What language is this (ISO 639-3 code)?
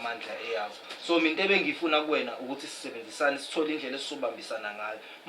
zul